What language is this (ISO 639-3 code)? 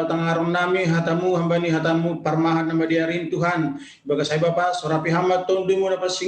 bts